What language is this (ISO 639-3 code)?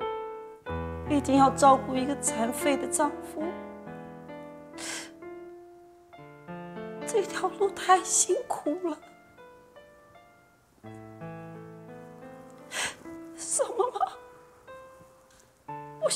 zho